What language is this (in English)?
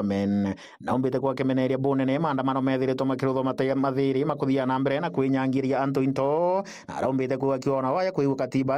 Meru